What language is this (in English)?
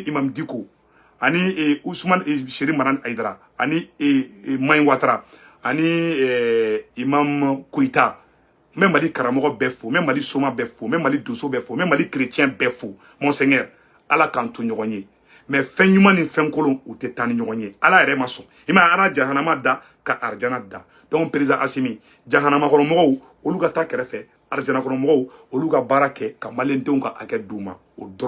Bambara